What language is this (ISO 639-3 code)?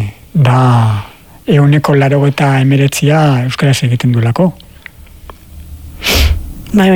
eus